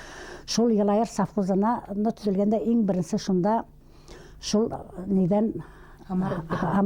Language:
Bashkir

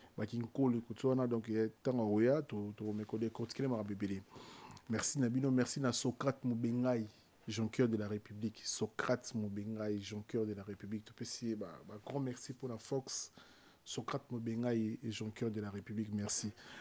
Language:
Lingala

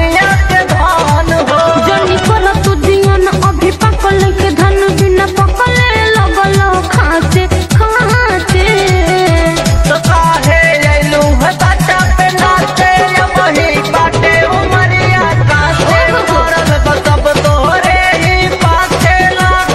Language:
Bhojpuri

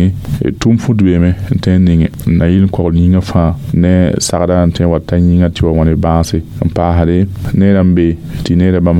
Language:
Mossi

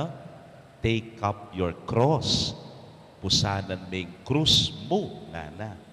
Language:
Pampanga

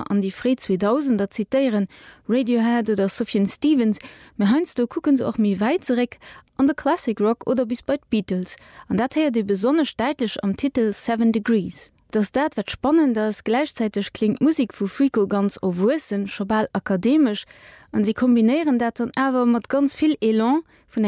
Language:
Luxembourgish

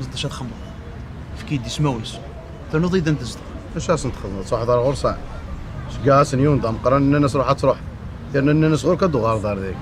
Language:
Kabyle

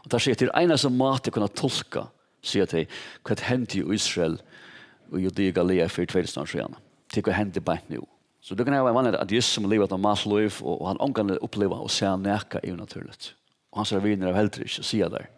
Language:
Faroese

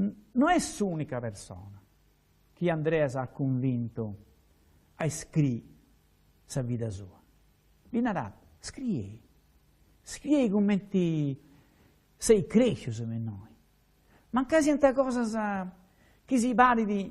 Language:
Sardinian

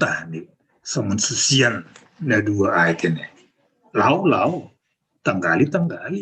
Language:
Batak Simalungun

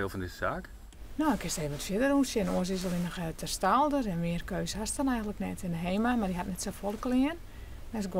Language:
Western Frisian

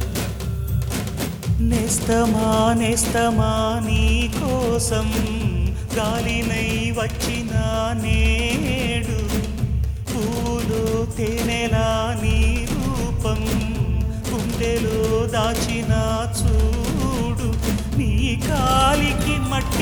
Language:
Telugu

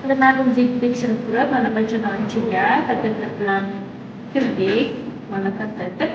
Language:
Uzbek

